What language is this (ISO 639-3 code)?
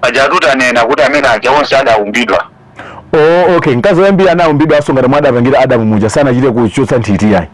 nya